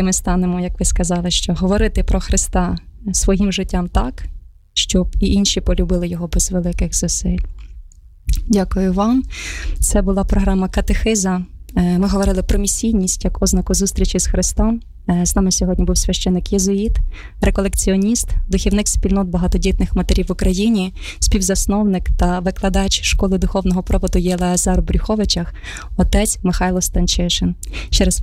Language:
Ukrainian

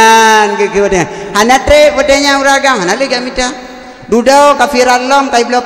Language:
Achinese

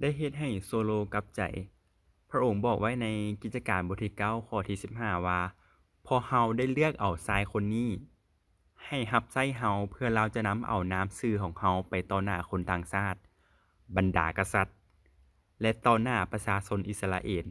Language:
Lao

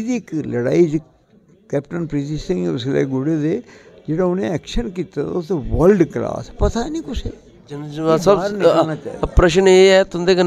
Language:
Dogri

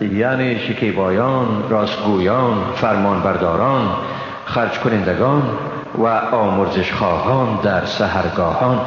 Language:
Persian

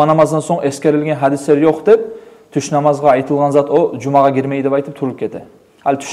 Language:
Kumyk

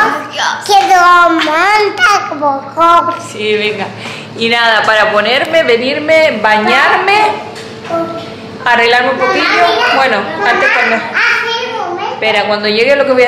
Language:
Spanish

